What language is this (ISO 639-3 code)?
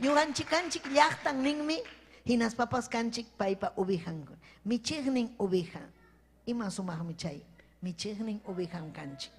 quy